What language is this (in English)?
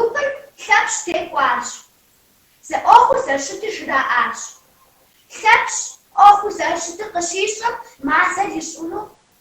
Kabardian